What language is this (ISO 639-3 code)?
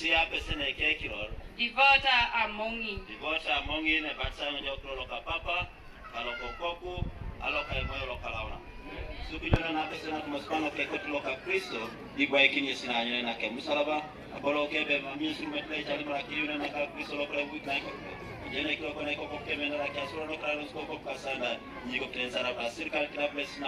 teo